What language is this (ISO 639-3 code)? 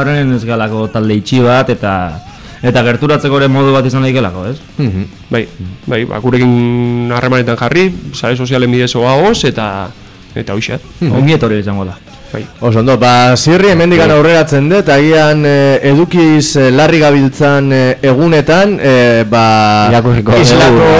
eus